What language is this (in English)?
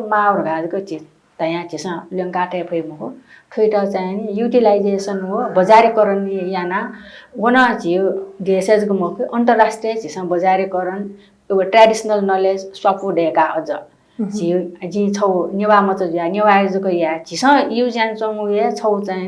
Newari